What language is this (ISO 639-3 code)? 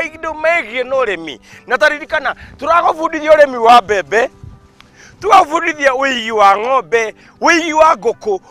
kik